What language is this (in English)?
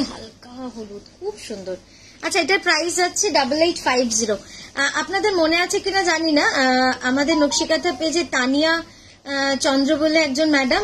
Bangla